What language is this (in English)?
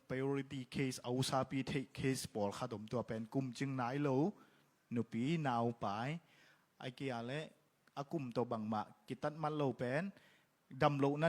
Tedim Chin